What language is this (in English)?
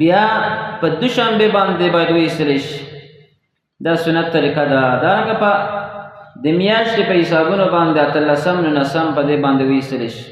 Pashto